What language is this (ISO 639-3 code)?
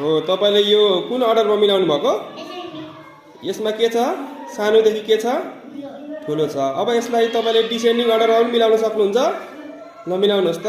nep